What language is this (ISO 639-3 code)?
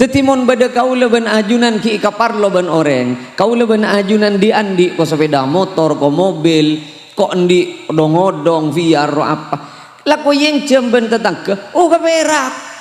mad